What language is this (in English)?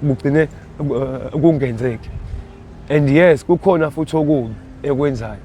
Zulu